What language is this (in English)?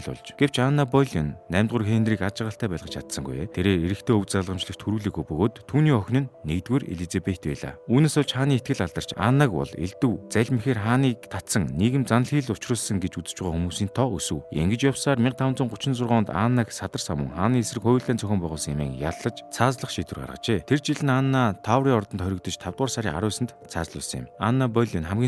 Mongolian